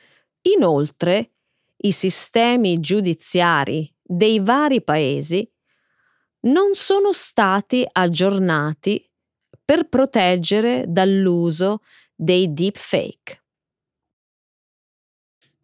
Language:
Italian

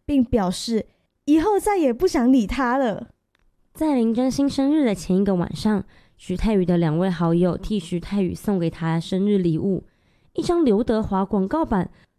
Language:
Chinese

